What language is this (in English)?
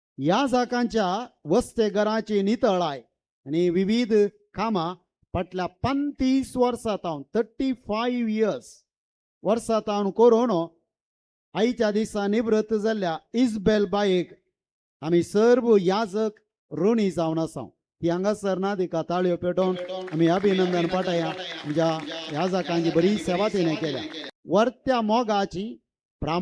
Konkani